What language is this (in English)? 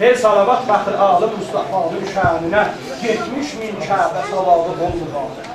South Azerbaijani